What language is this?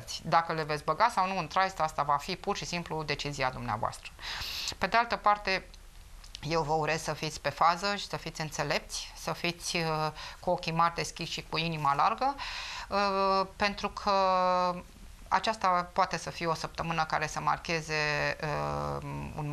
Romanian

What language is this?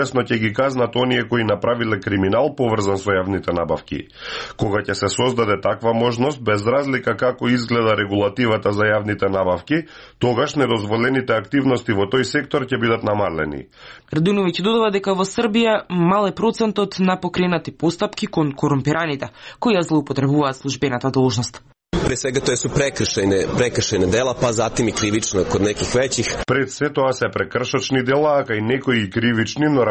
Macedonian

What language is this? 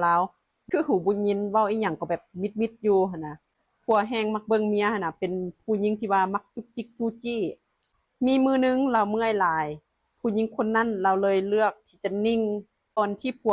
Lao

